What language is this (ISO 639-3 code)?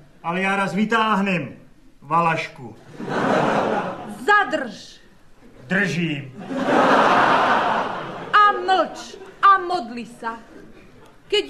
slk